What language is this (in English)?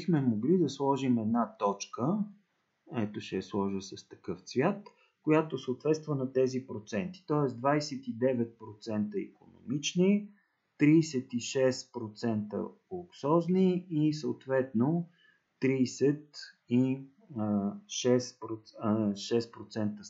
Bulgarian